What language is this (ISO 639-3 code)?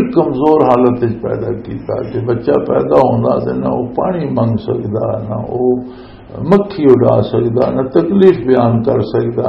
lah